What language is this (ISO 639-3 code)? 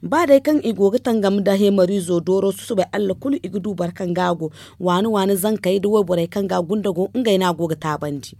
dje